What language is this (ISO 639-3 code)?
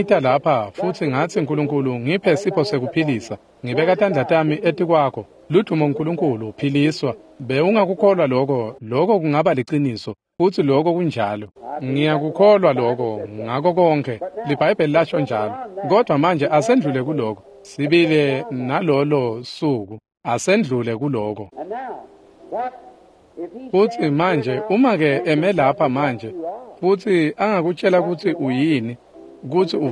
ssw